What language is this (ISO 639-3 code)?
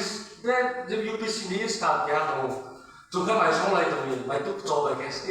ria